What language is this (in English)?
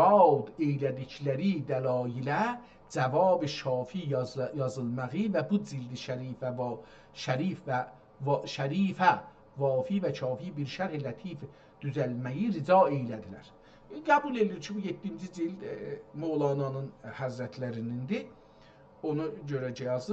South Azerbaijani